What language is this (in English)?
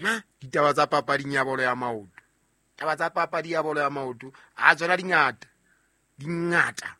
Southern Sotho